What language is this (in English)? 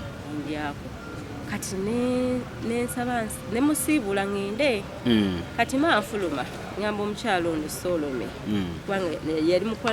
Ganda